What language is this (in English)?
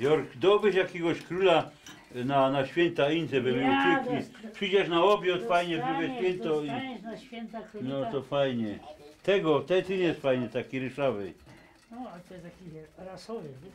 Silesian